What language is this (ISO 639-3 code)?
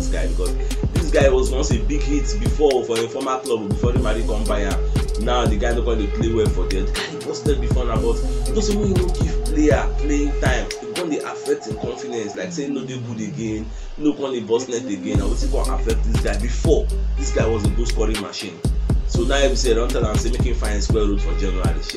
pcm